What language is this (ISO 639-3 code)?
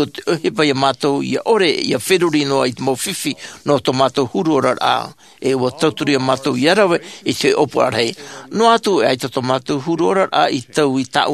tah